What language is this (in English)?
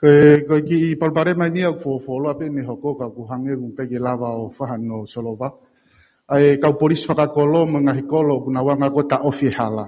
Tongan